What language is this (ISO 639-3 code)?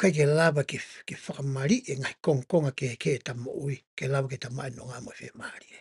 ton